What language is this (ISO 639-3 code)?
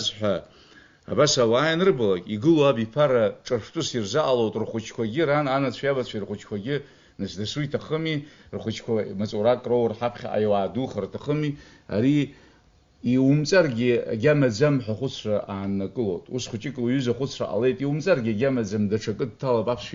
abk